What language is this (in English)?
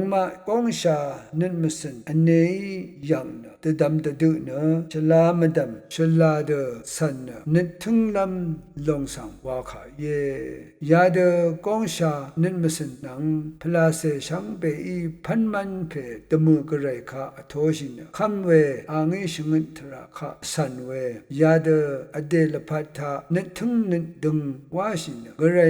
Rawang